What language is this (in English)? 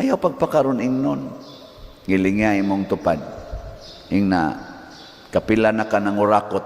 Cebuano